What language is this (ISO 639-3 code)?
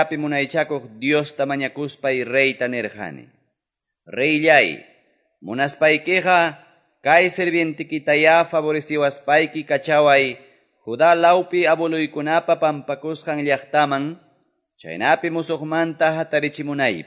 que